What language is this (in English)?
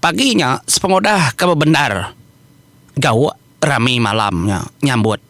Iban